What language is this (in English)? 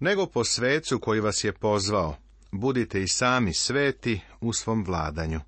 Serbian